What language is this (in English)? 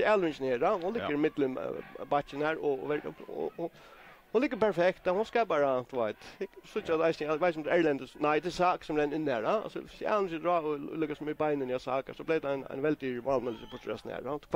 Faroese